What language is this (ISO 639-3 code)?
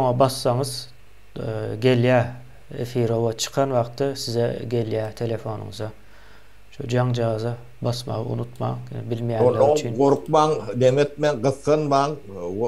tuk